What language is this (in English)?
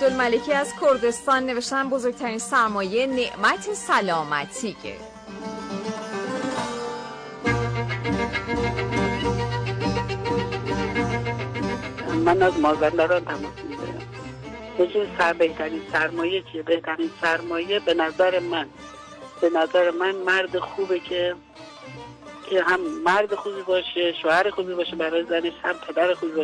Persian